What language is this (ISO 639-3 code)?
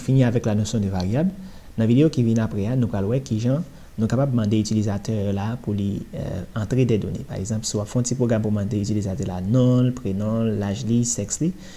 hat